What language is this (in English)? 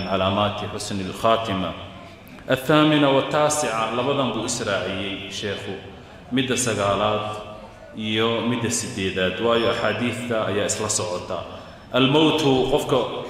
Somali